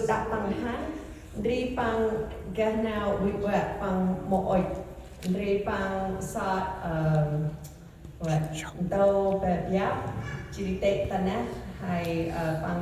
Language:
Central Mnong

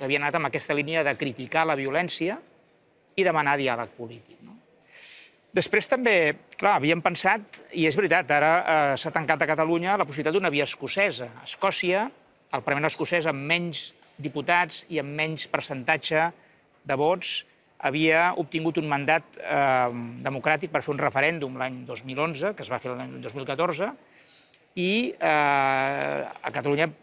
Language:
Catalan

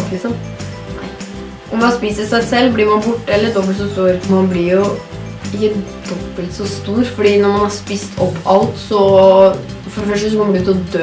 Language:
Norwegian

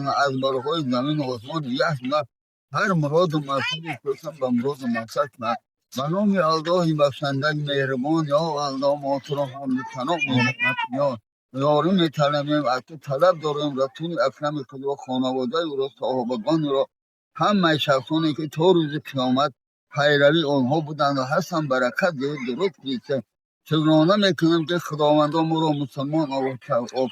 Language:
Tajik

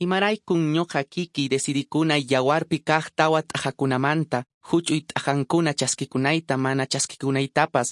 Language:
Quechua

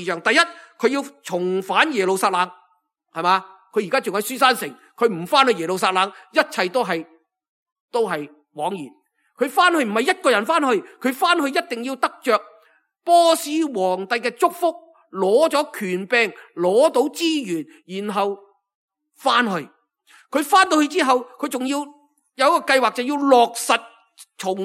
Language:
Cantonese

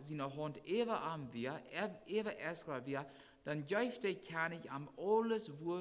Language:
Plautdietsch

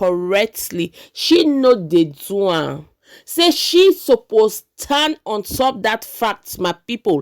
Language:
Nigerian Pidgin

